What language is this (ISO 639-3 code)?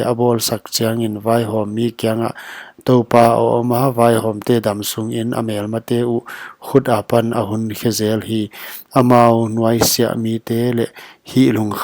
pck